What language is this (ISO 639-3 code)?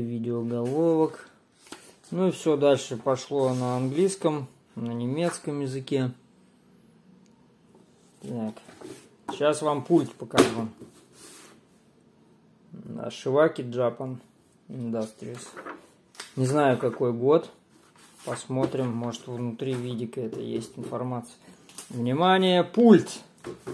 rus